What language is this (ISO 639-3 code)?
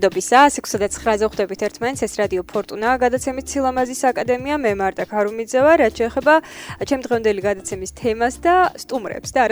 kat